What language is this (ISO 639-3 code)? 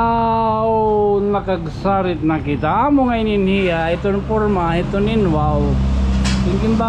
war